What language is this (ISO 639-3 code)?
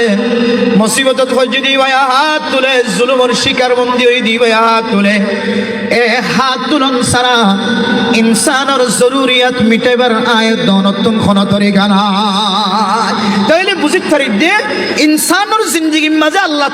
rhg